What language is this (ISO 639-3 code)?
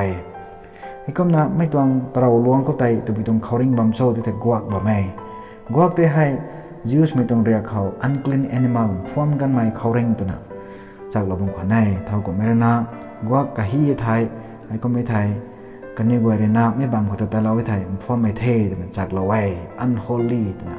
nbu